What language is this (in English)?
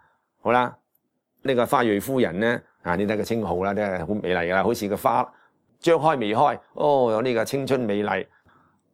Cantonese